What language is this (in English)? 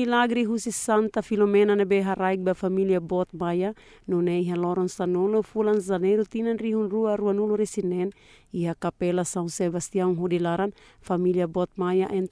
Tetum